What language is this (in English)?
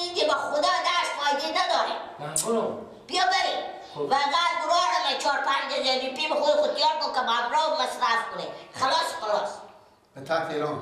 Persian